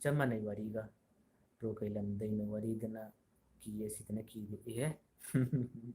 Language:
Manipuri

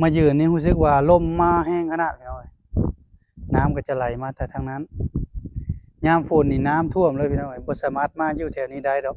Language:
Lao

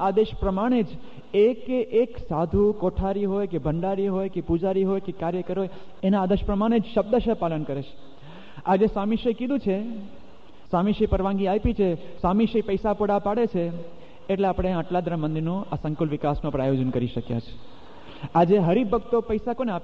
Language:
Gujarati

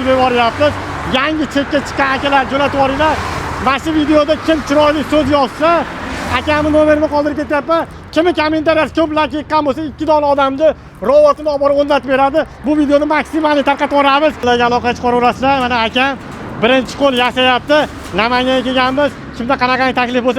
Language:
Uzbek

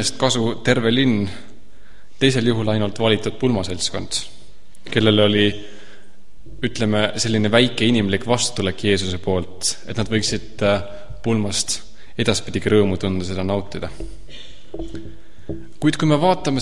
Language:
Estonian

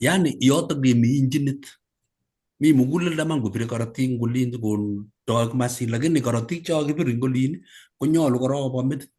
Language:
Kalenjin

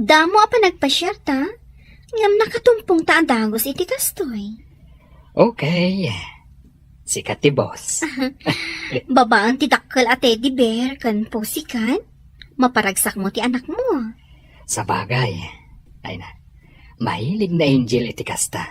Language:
Iloko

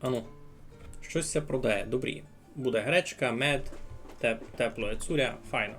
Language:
Rusyn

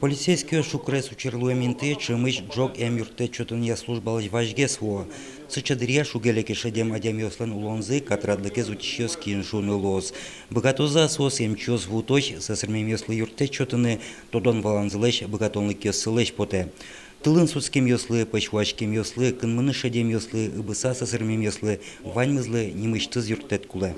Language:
Udmurt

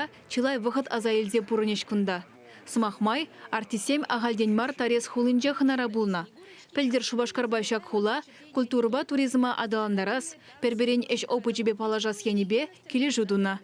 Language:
Chuvash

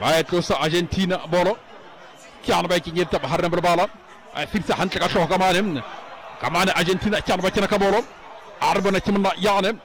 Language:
Southern Sotho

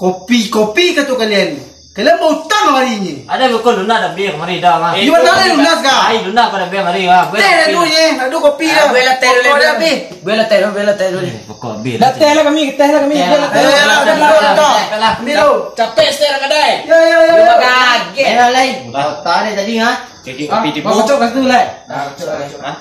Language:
Minangkabau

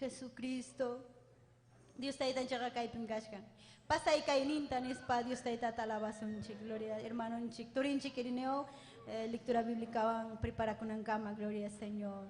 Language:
Ayacucho Quechua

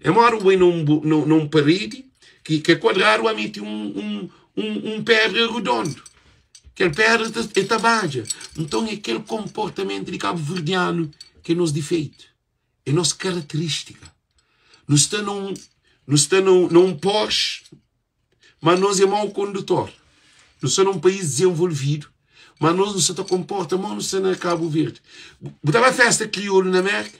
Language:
Kabuverdianu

